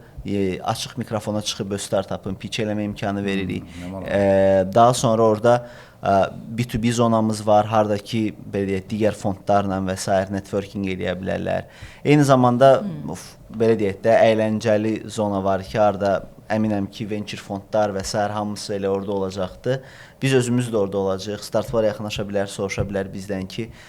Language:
Azerbaijani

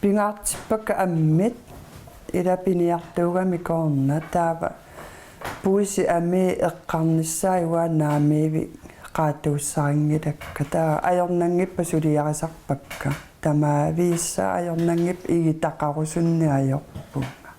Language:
Kalaallisut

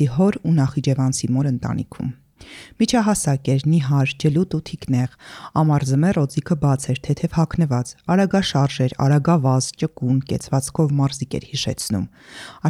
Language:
Armenian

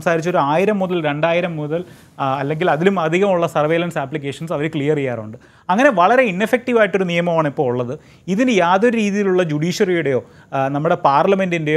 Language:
Malayalam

